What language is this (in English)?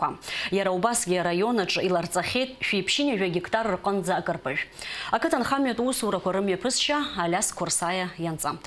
Abkhazian